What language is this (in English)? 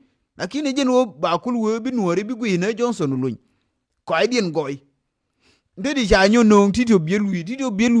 Nuer